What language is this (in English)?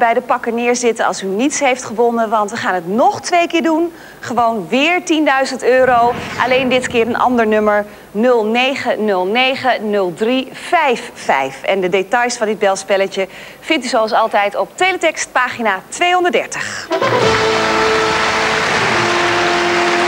Dutch